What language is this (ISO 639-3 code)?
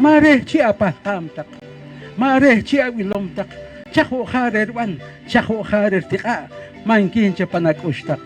poh